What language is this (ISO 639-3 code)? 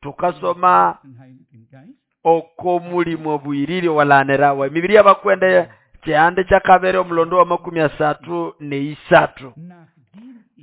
nnb